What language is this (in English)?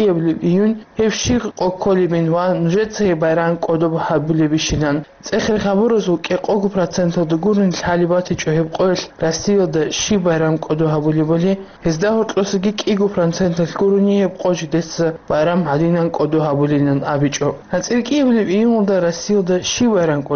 Avaric